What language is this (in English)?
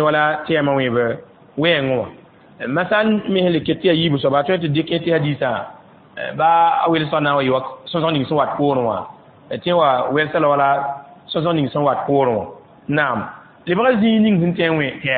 Mossi